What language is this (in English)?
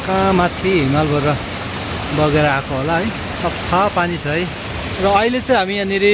Nepali